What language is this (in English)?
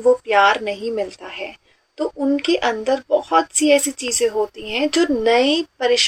Hindi